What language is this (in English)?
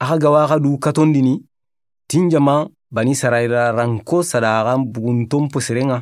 Soninke